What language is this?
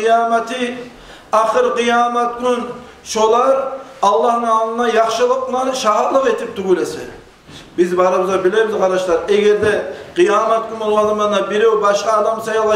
Kumyk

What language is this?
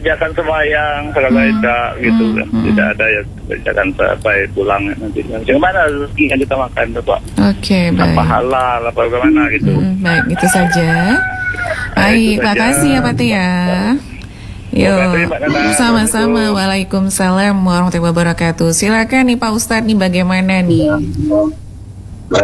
Indonesian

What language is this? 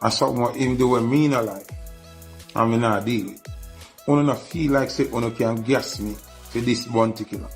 Jamaican Creole English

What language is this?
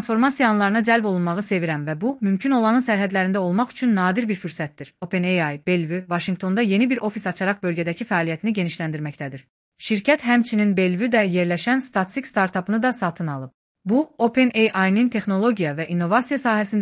Azerbaijani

